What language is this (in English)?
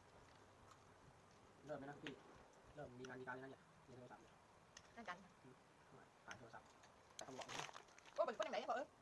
Lao